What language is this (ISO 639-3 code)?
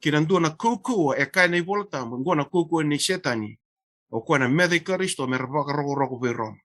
fij